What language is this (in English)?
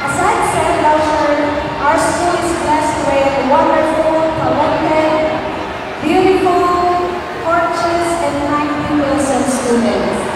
Bikol